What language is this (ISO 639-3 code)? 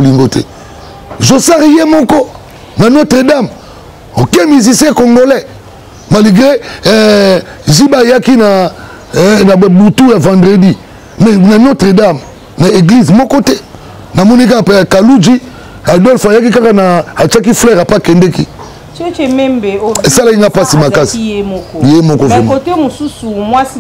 lin